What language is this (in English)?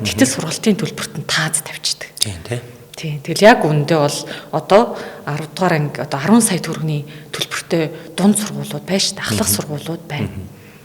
Mongolian